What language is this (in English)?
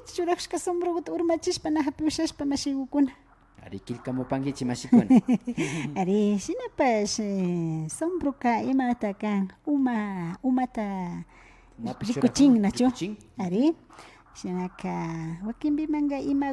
Imbabura Highland Quichua